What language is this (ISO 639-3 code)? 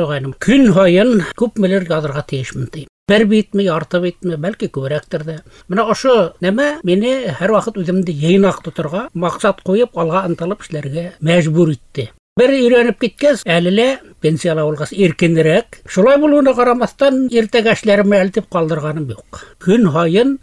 bak